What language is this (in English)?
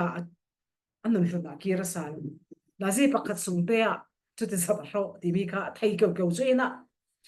Falam Chin